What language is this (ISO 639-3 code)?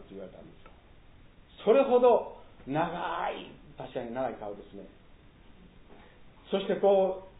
jpn